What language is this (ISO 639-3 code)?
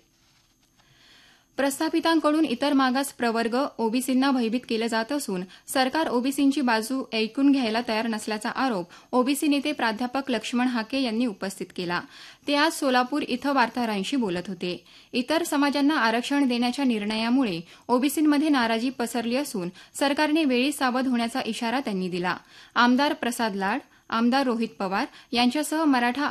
mar